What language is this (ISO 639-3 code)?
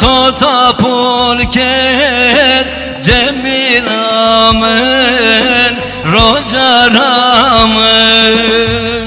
zza